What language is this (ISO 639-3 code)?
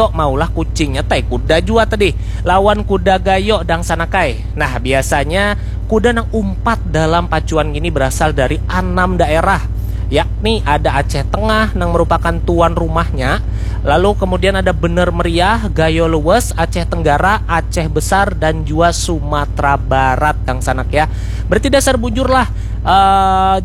bjn